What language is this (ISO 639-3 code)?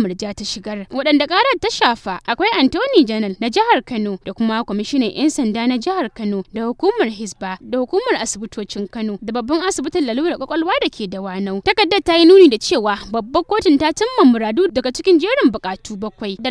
hau